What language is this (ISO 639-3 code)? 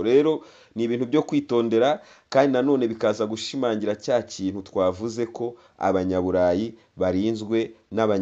kin